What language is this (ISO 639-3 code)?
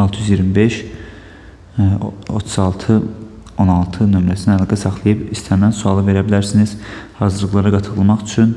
aze